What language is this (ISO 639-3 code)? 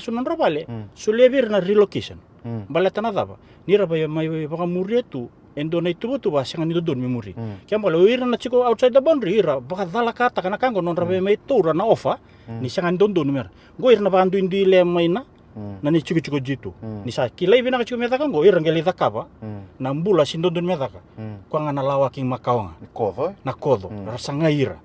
fij